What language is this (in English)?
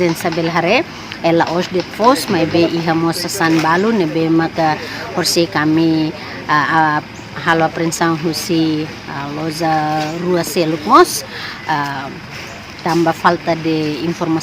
Tetum